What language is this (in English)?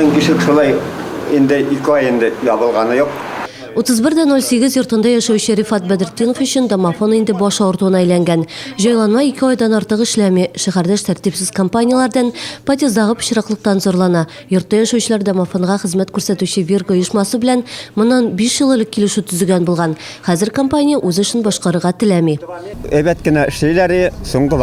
Tatar